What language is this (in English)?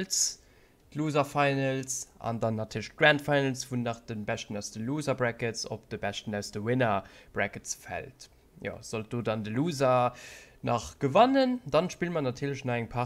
Luxembourgish